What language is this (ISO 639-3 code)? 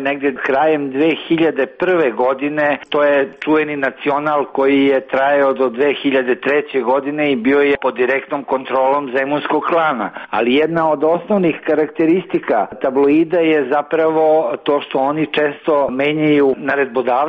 srp